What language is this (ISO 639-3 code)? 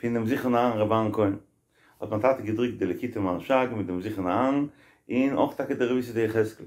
yid